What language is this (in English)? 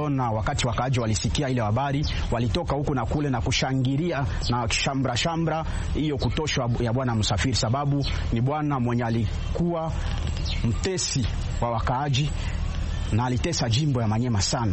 Swahili